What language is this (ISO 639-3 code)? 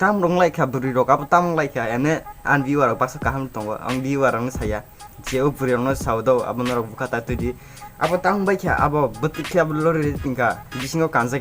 trp